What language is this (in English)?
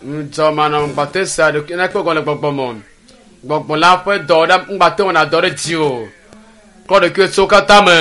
Ewe